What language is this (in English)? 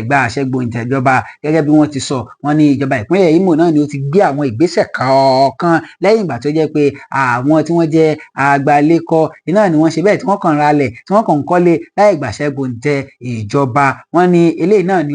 Yoruba